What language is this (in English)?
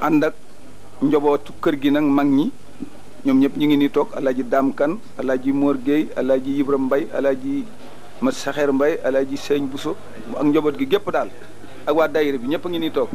Wolof